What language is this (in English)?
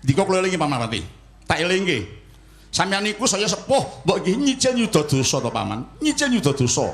Javanese